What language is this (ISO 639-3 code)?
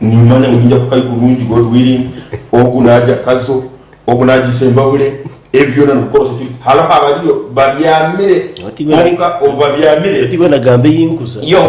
nyn